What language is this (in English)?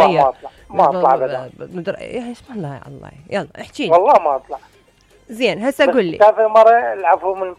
Mesopotamian Arabic